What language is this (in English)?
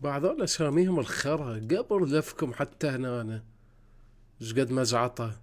Mesopotamian Arabic